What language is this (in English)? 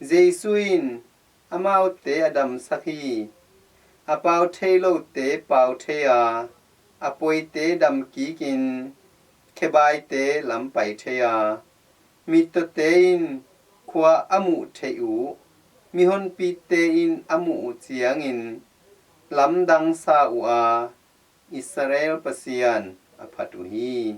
Tedim Chin